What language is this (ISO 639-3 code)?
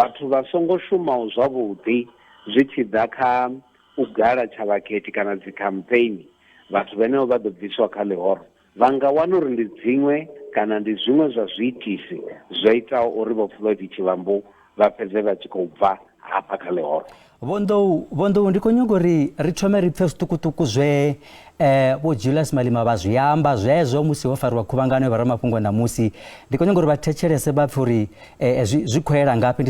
ven